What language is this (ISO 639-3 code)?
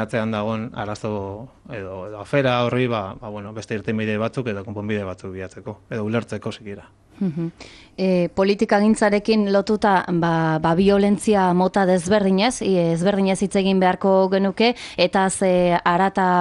eus